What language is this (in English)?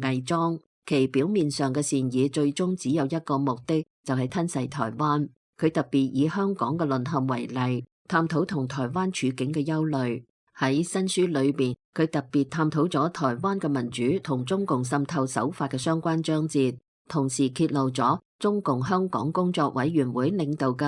Cantonese